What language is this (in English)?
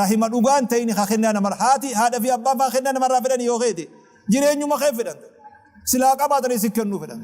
Oromo